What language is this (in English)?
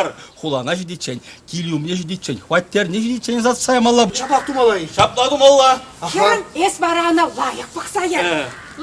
Chuvash